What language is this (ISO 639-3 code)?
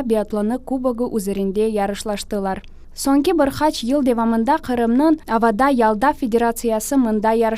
crh